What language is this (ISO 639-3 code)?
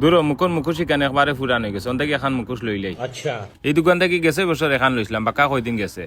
syl